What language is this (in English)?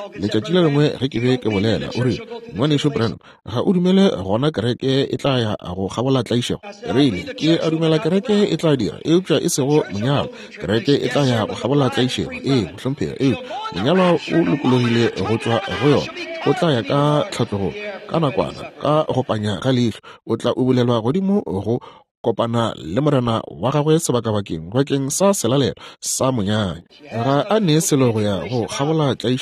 Northern Sotho